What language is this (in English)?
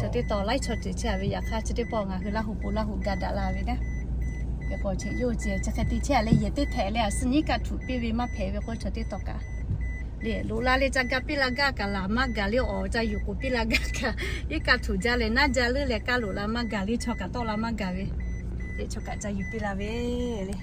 Lahu